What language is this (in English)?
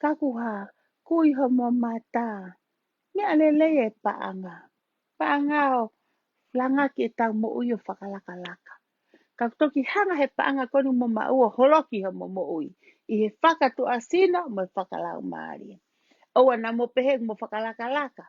Tongan